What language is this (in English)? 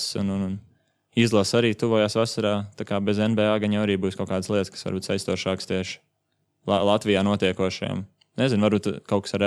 Latvian